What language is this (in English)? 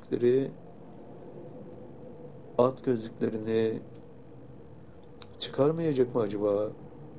Turkish